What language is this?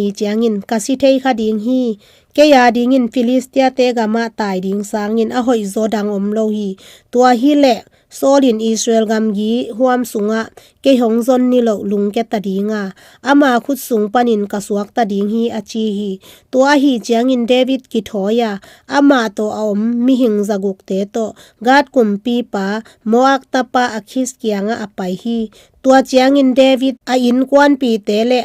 Tedim Chin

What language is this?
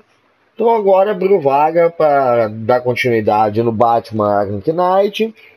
Portuguese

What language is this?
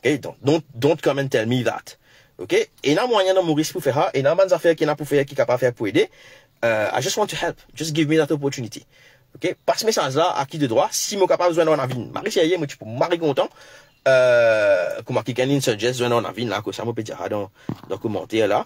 Morisyen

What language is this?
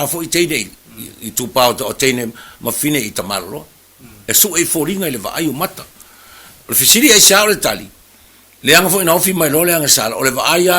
Samoan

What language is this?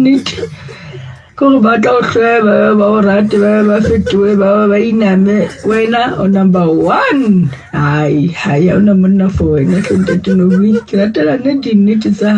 Southern Sotho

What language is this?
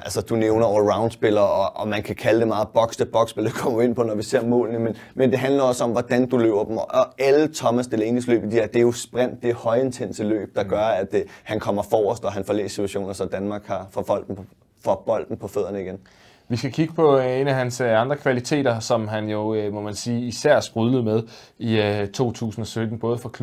Danish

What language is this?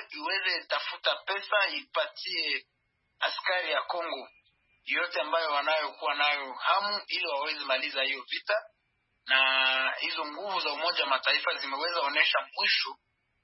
Swahili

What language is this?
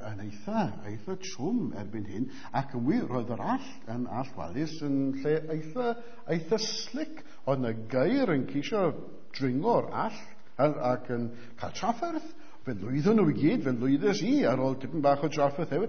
Welsh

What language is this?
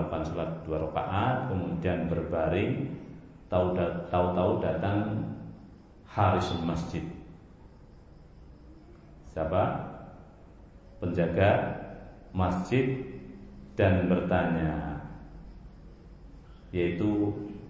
Indonesian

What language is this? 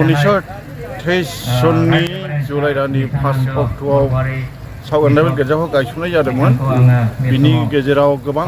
Bodo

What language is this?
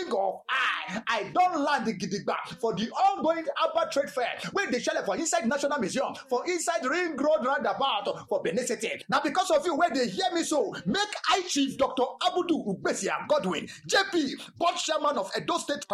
Nigerian Pidgin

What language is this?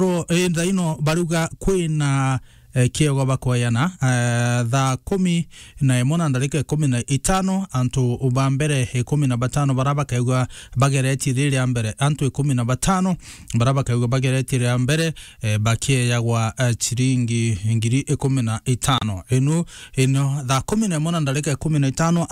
Meru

